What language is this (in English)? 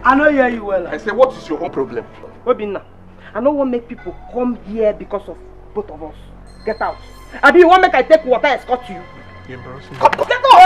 Nigerian Pidgin